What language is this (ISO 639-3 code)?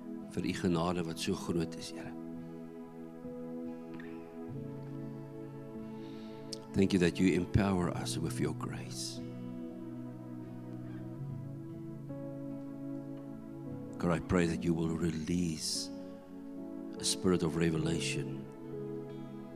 afr